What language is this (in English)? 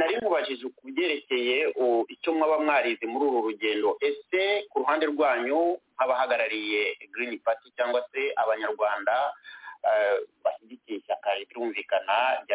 Kinyarwanda